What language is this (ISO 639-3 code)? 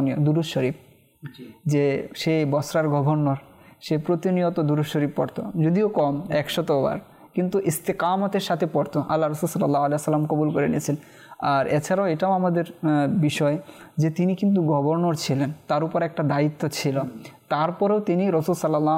ben